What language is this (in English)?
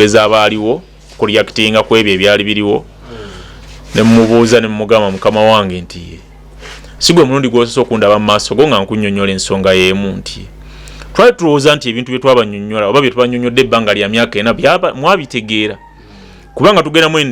Ganda